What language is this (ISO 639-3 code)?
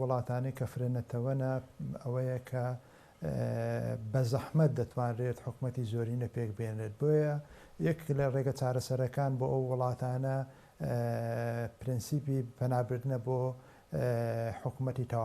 ckb